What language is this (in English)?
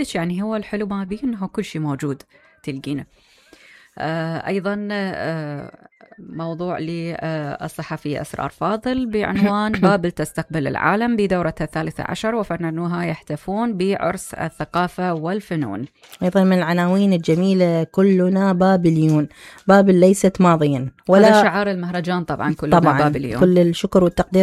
Mesopotamian Arabic